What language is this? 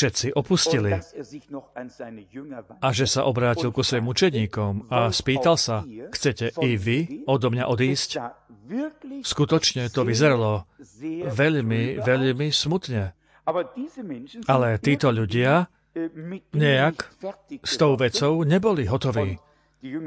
Slovak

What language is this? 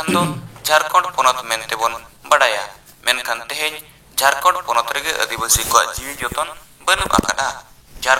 Santali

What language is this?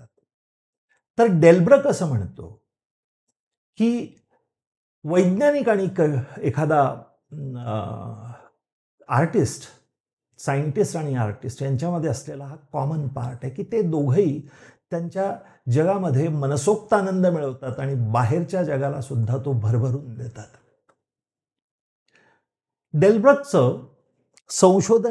Marathi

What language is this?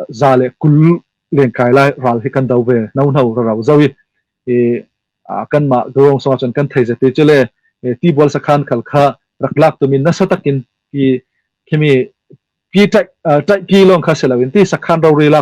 Hakha Chin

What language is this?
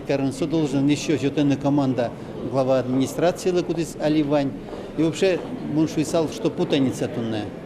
Udmurt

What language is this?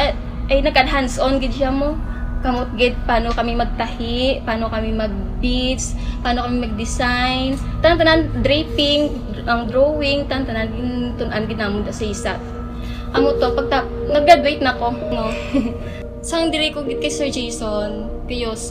Hiligaynon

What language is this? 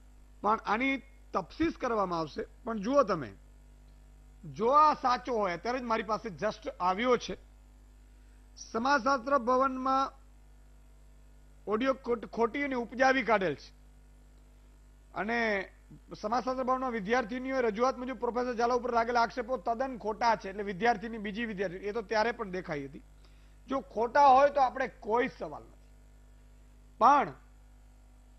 Gujarati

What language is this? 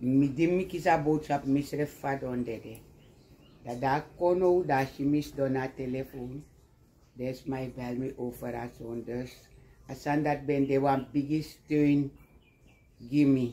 Sranan Tongo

